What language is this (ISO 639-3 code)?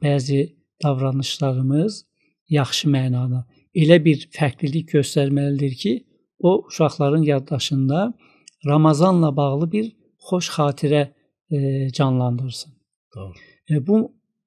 aze